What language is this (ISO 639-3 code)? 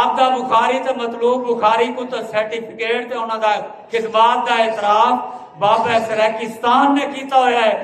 skr